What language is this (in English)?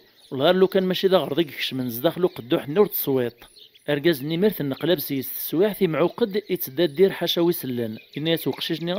Kabyle